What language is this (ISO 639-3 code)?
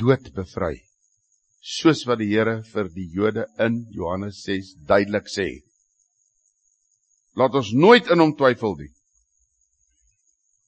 afr